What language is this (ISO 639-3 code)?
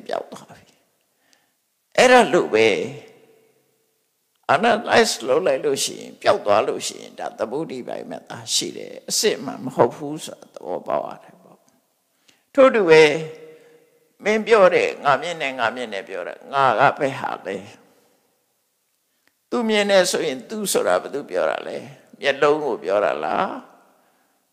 mya